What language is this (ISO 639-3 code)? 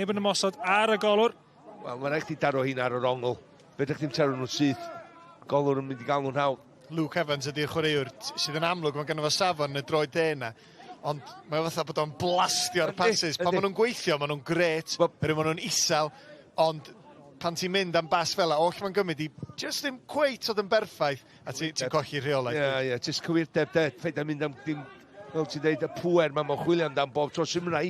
cym